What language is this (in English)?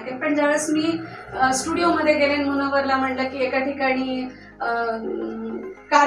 Marathi